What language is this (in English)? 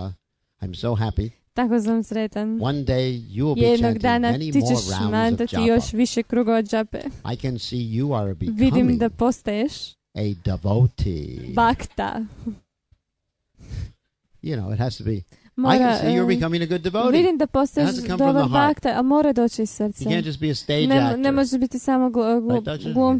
Croatian